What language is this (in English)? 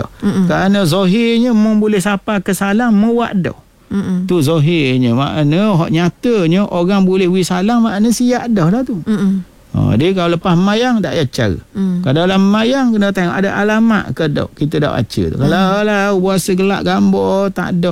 Malay